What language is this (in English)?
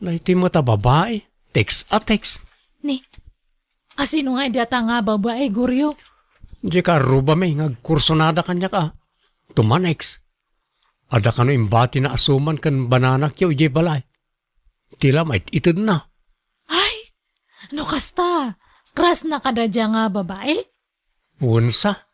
Iloko